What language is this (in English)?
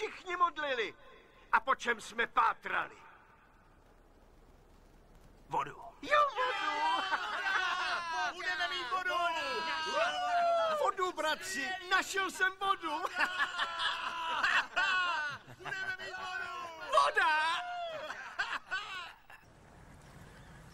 Czech